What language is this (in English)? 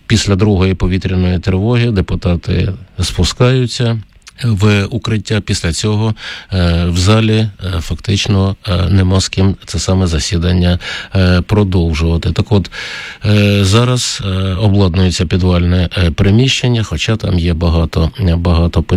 Ukrainian